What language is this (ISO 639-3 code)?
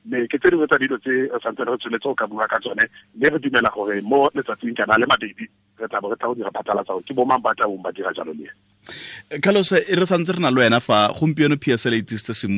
tsn